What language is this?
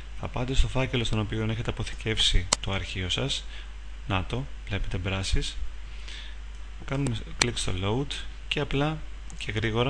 Greek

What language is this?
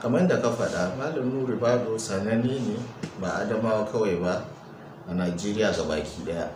Hausa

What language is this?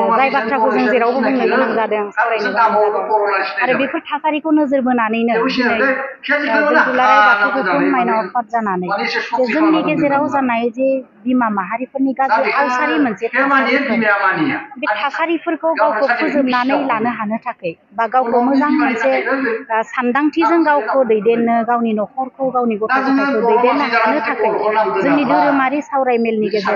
Bodo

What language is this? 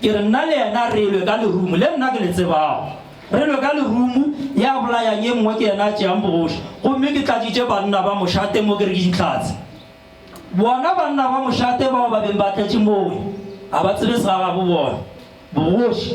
Northern Sotho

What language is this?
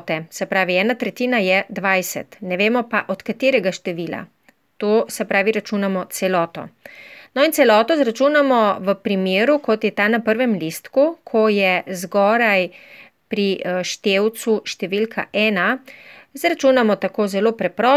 Slovenian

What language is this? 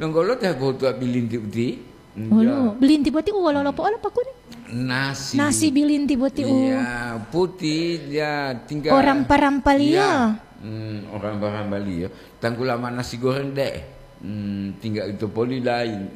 Gorontalo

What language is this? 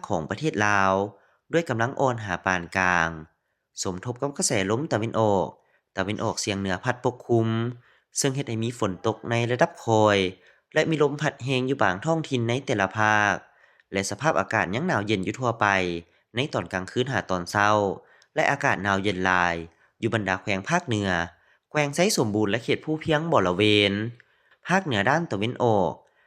Lao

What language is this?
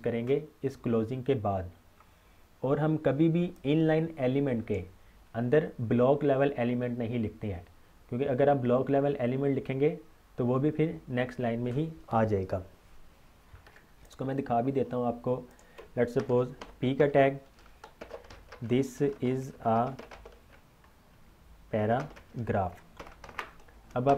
Hindi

